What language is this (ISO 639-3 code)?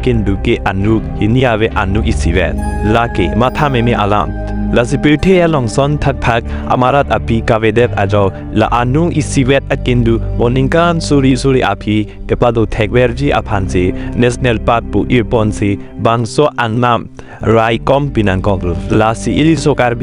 mjw